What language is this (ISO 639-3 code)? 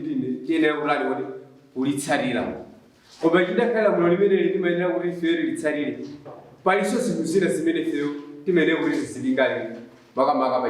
nya